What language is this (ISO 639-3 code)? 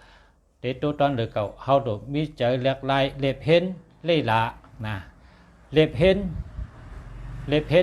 shn